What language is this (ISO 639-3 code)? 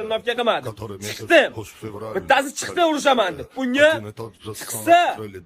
uzb